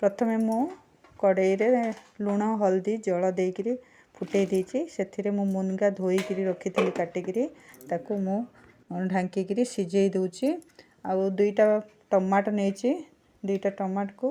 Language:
Odia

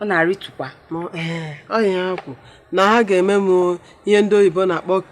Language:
Igbo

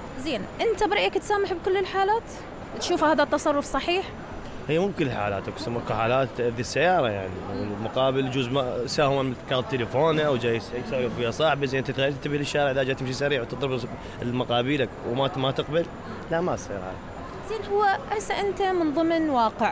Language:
Mesopotamian Arabic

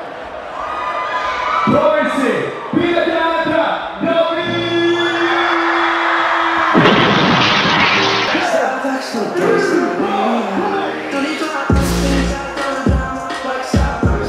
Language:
Finnish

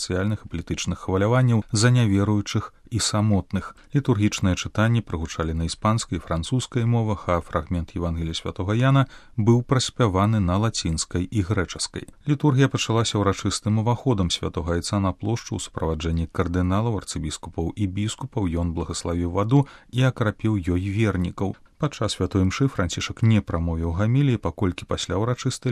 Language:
Belarusian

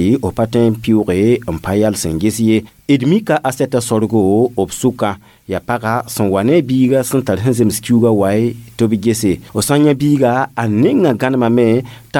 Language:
Mossi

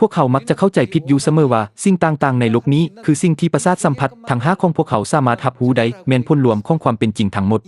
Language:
Lao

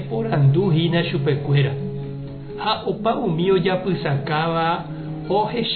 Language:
Guarani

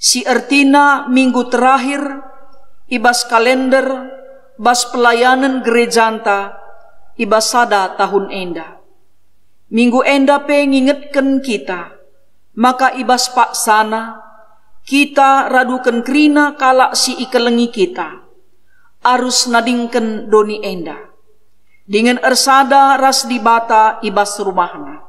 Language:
Batak Karo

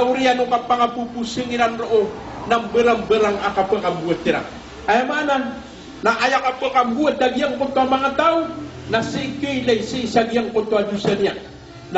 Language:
Maranao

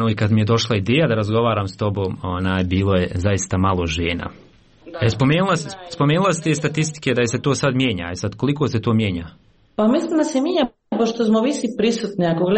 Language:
Croatian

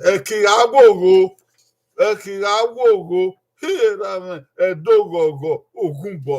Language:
Bini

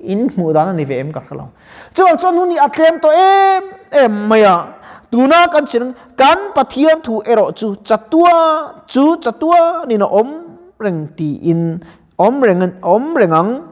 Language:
Mizo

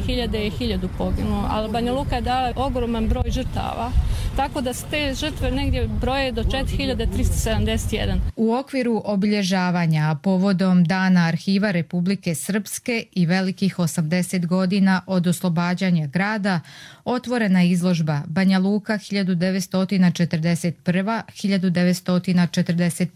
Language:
Croatian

